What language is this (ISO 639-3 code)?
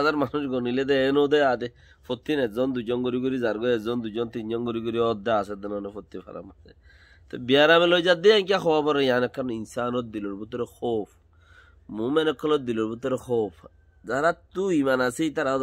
rhg